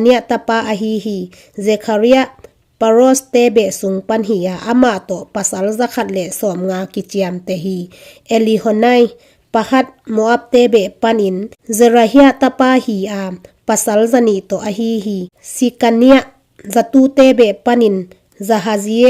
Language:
Tedim Chin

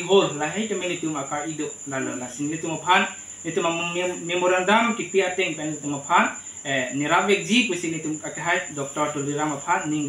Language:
Karbi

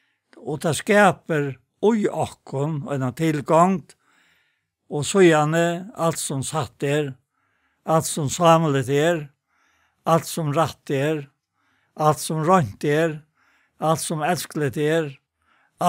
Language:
Faroese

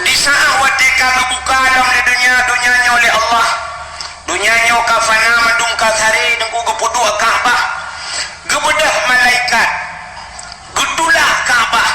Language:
Achinese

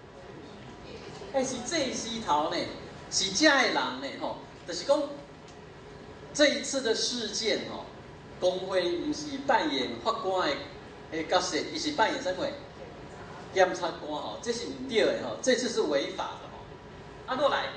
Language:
Min Nan Chinese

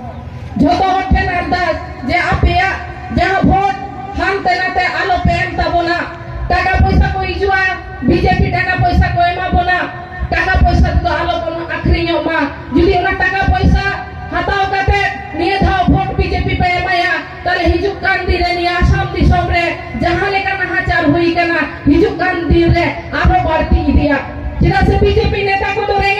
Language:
Santali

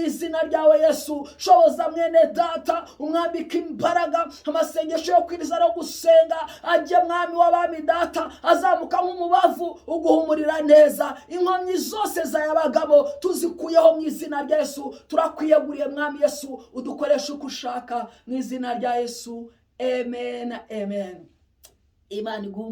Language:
Kinyarwanda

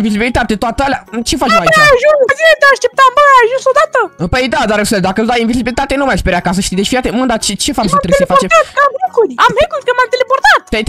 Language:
Romanian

